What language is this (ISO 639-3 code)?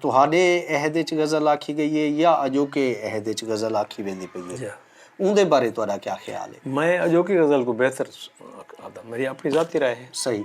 skr